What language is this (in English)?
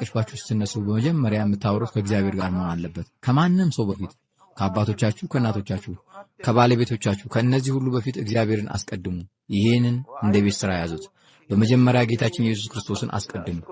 Amharic